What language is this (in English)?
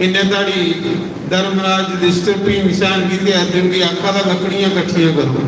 Dogri